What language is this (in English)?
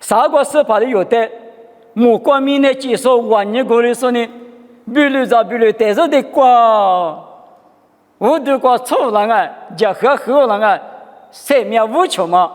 Lisu